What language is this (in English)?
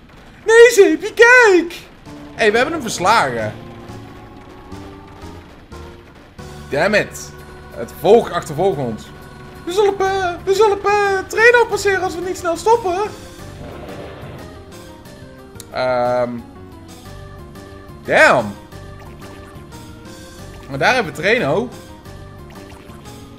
Dutch